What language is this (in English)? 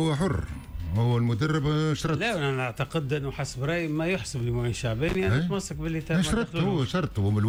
Tunisian Arabic